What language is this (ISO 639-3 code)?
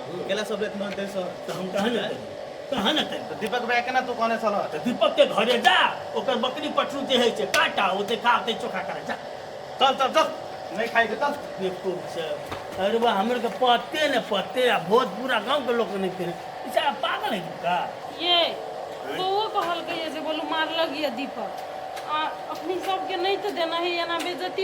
mai